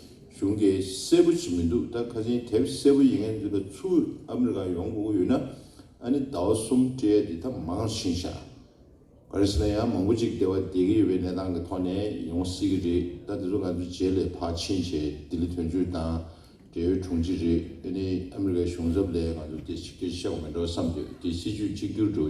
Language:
Tibetan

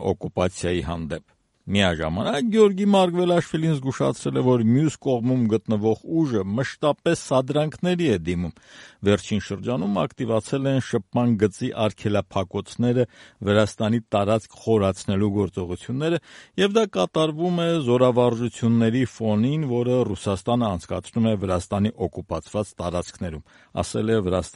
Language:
Armenian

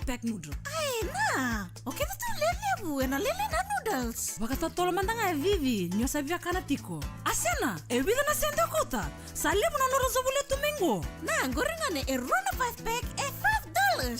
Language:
Fijian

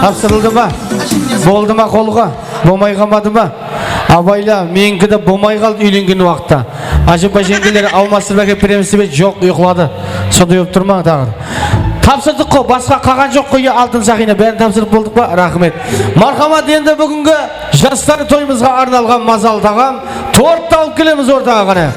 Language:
Kara-Kalpak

